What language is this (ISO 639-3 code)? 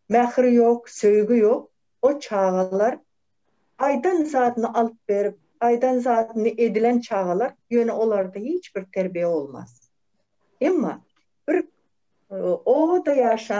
tuk